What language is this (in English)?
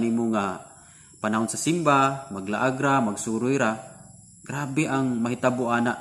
Cebuano